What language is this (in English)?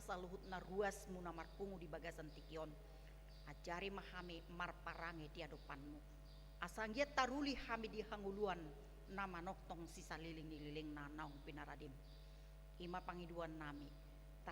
Batak Toba